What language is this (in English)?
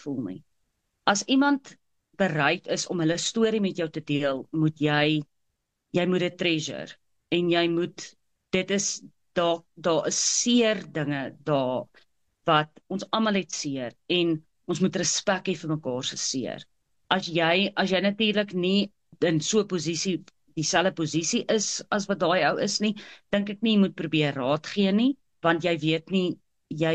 Afrikaans